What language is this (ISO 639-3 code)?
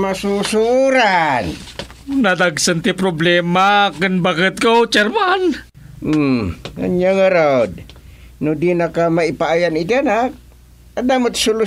ilo